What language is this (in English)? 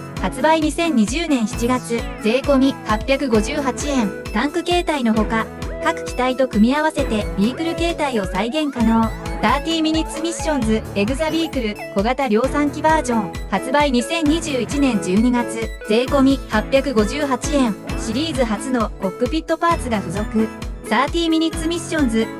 Japanese